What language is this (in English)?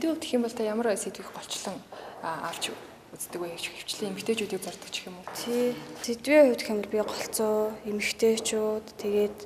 Mongolian